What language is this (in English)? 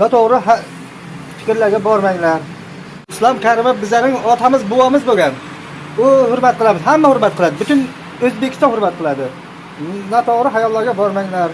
Uzbek